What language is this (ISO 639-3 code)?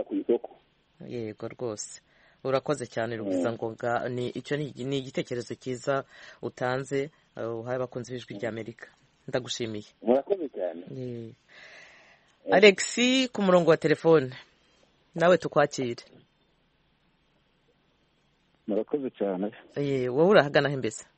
kin